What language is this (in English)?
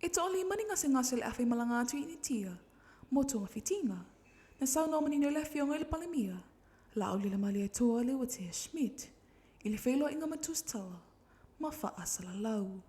Samoan